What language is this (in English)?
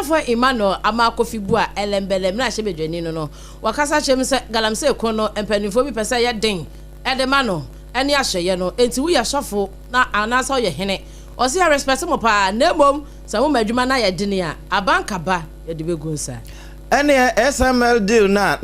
Akan